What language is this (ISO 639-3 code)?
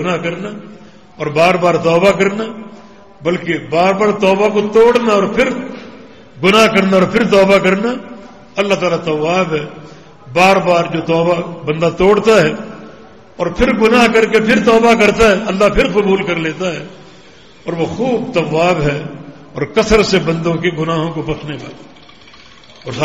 urd